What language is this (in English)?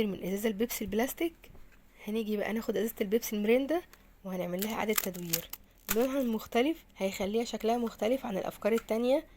Egyptian Arabic